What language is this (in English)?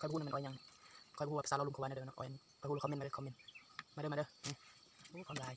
Lao